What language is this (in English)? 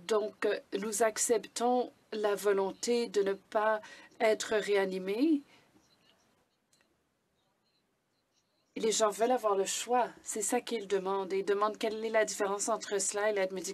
French